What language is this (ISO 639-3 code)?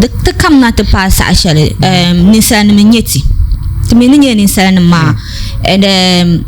dag